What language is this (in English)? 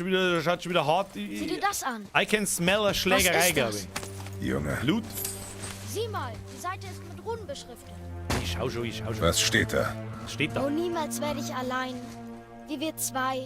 Bavarian